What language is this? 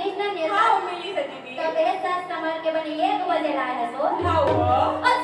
Chhattisgarhi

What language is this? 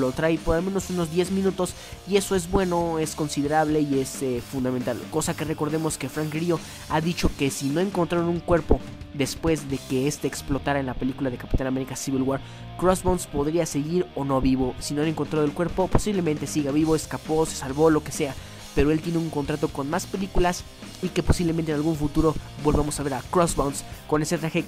Spanish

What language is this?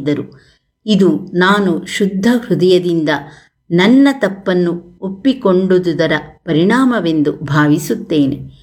Kannada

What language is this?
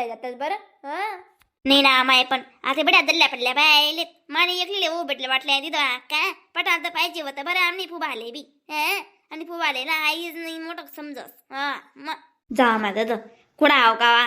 Khandesi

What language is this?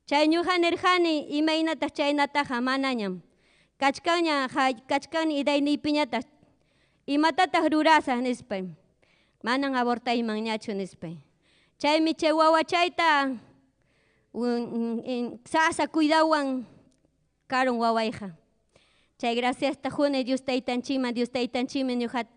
Ayacucho Quechua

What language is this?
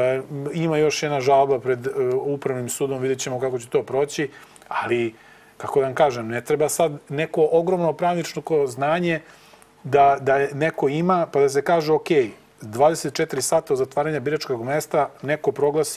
Serbian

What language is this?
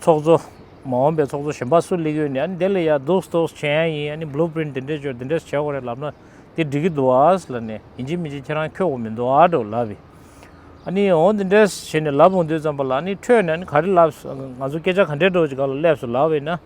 Tibetan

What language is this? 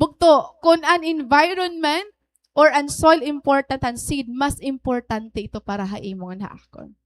Waray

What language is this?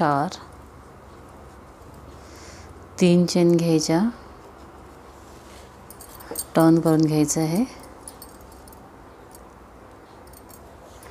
Marathi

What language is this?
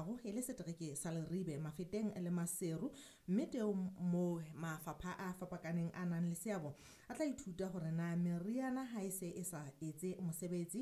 Southern Sotho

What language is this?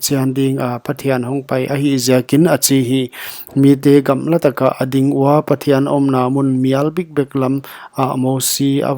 Paite Chin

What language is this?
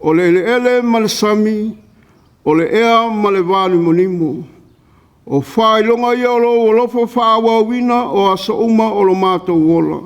Samoan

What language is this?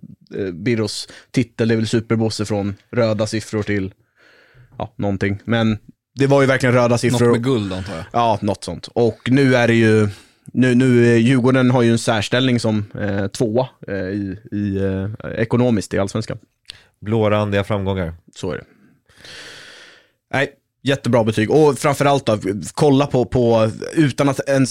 Swedish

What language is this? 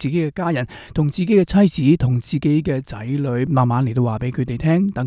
Cantonese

